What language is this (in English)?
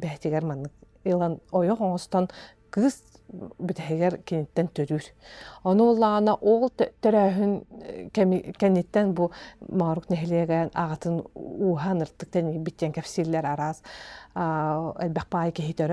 Yakut